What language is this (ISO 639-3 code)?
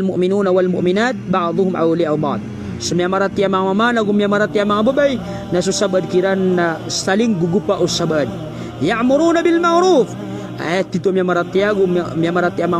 mrw